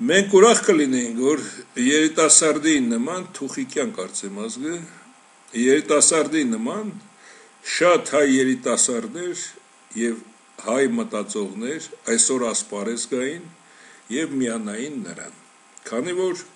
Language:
Armenian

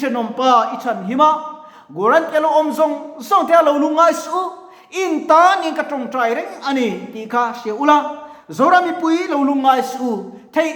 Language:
Mizo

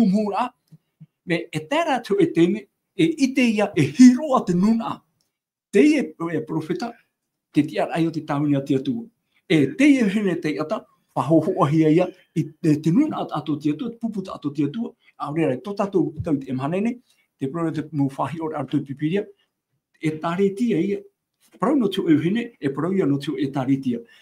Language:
Tahitian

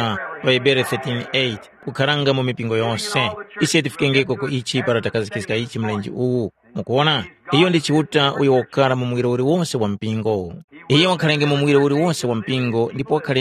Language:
Tumbuka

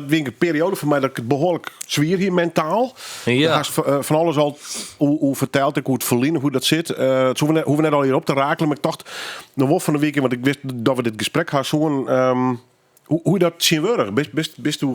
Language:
Western Frisian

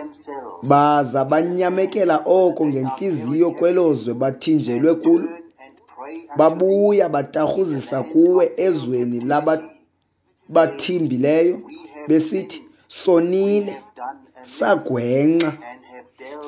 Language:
Xhosa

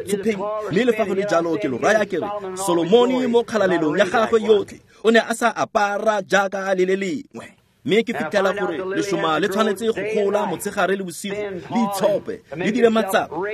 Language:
Tswana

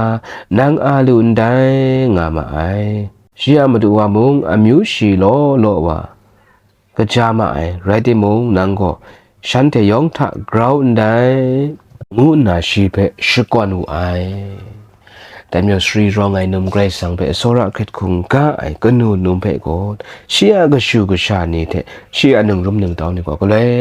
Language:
Kachin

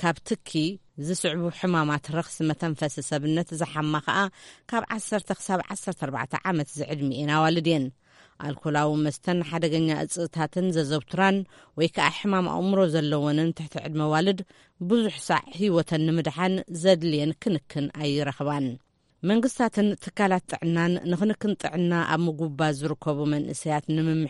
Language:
Tigrinya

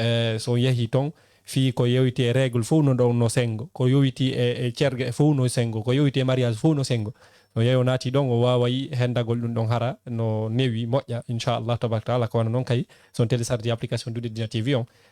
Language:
Fula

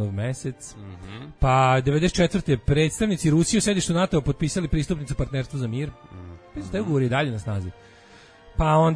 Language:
Serbian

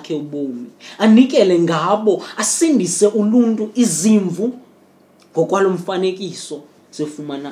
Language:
Xhosa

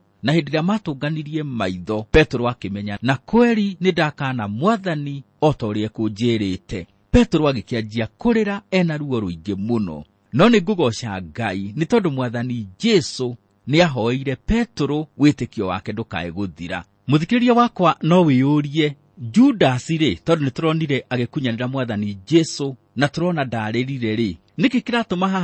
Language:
Kikuyu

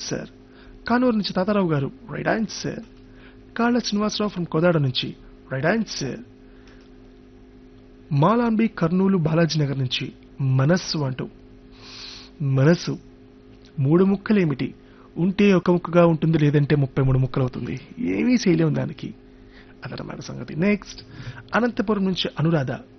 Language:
Telugu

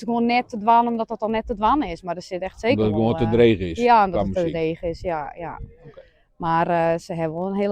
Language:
Western Frisian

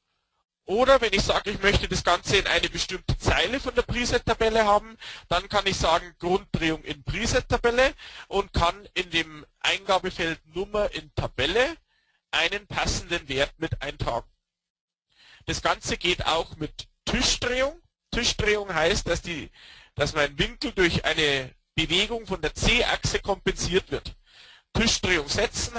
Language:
German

